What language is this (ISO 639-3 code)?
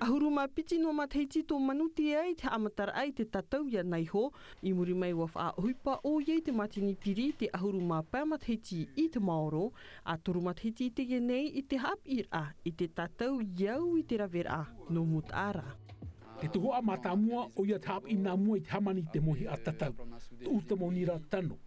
tah